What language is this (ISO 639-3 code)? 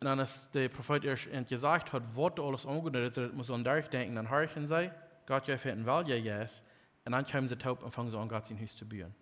pdt